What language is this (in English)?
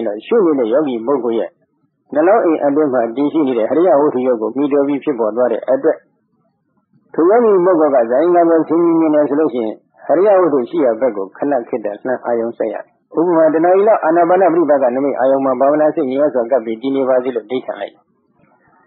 Burmese